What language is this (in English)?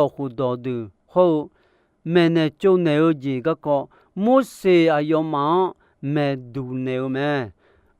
Akha